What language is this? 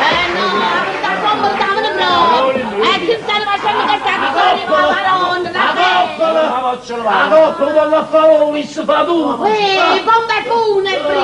Neapolitan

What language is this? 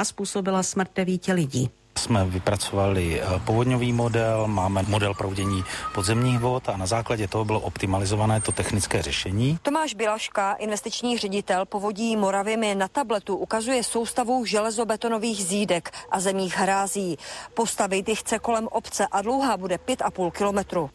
Czech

